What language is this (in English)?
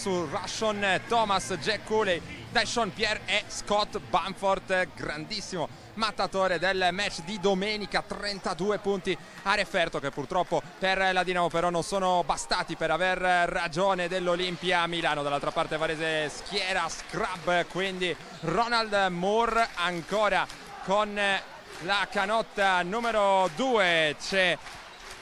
Italian